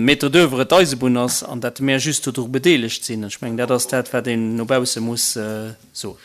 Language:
Luxembourgish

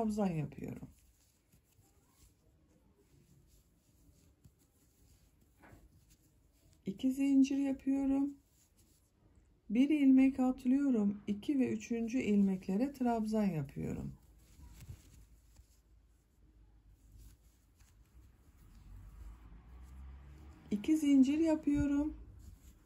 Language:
Turkish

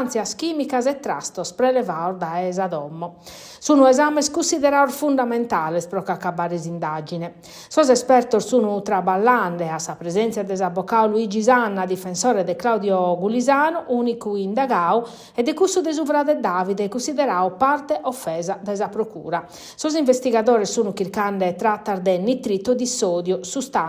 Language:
Sardinian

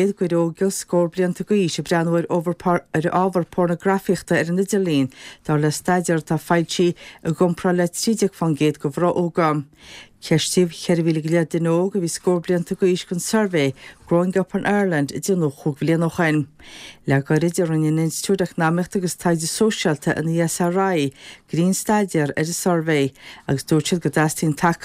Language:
Irish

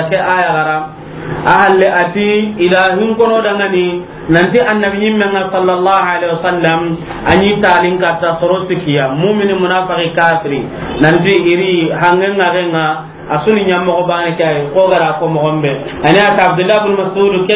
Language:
Soninke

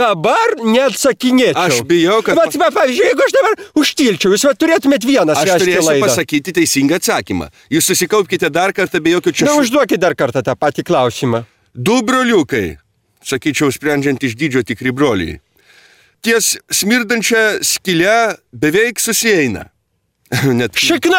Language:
Lithuanian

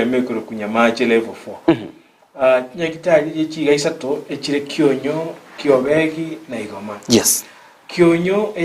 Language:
Gusii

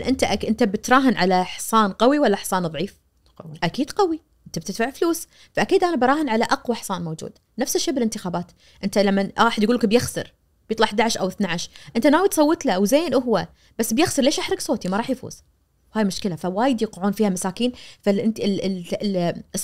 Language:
Najdi Arabic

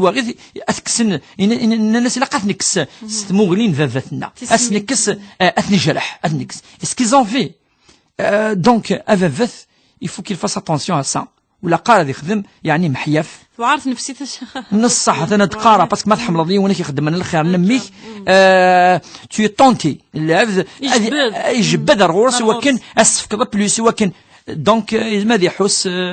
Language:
Kabyle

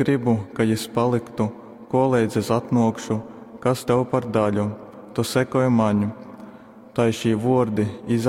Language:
Latgalian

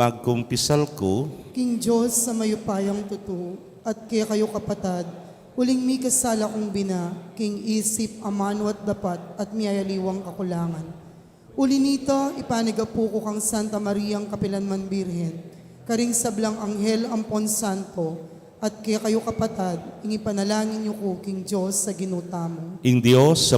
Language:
Pampanga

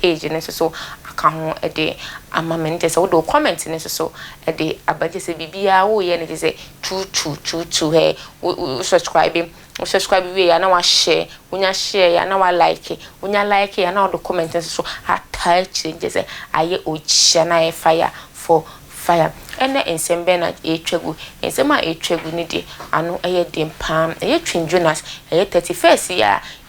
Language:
Akan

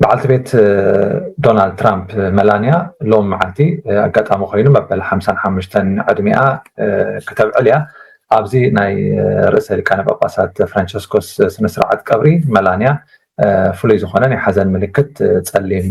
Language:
Tigrinya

